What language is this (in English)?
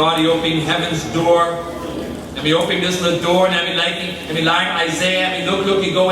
Tok Pisin